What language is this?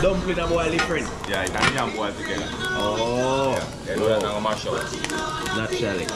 Jamaican Creole English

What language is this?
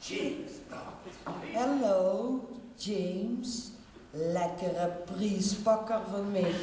Limburgish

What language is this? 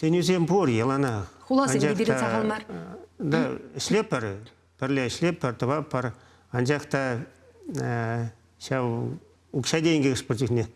Chuvash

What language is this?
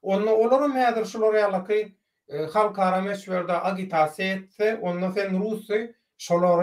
Turkmen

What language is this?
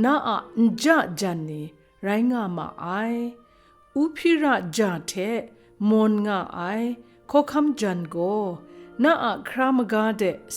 Kachin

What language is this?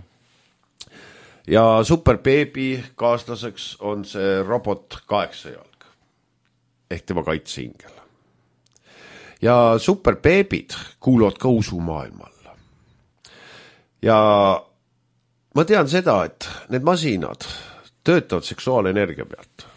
Estonian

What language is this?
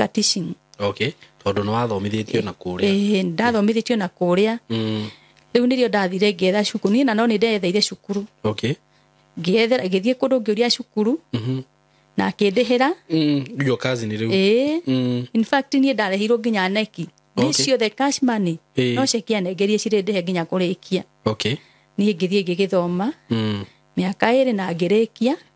Kikuyu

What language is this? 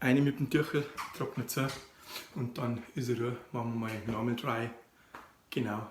Bavarian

